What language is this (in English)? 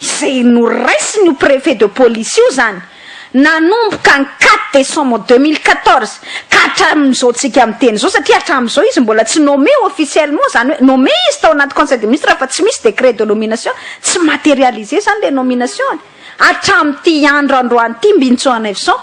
Malagasy